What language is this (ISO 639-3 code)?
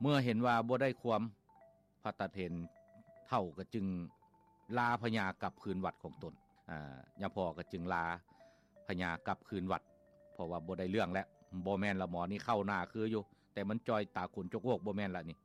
lao